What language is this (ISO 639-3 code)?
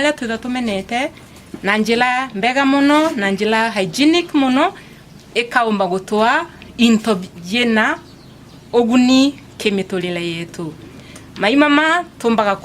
mer